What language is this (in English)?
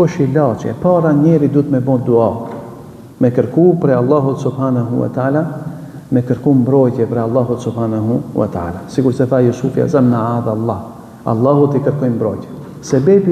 Albanian